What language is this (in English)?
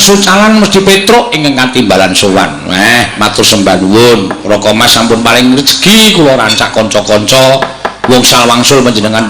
Javanese